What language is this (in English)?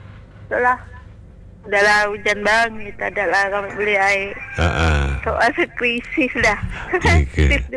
Malay